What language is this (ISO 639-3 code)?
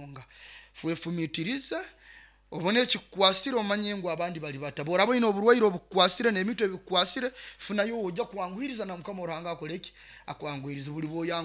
nyo